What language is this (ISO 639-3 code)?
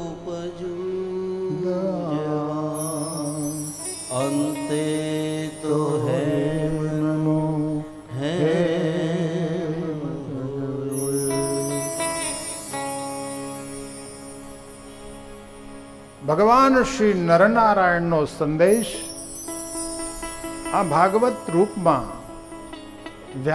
guj